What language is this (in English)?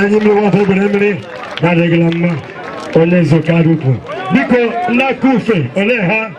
Igbo